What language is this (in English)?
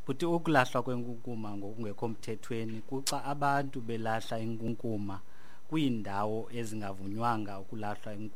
Xhosa